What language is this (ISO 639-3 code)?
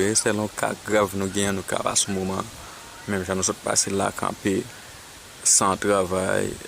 hat